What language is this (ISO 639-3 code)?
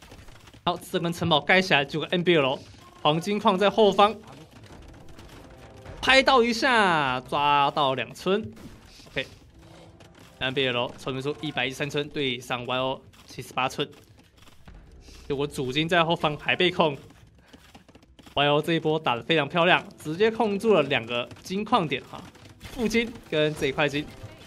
zho